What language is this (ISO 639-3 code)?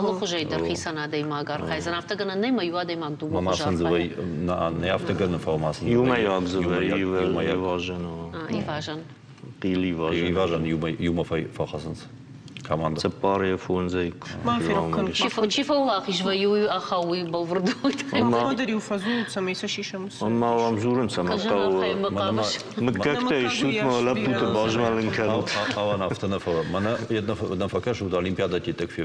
oss